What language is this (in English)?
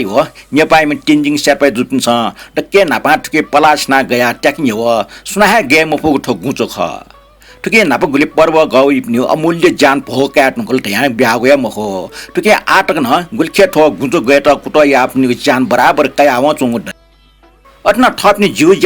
Newari